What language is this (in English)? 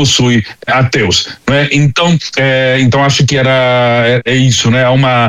Portuguese